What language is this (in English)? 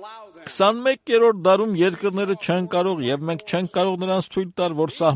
Armenian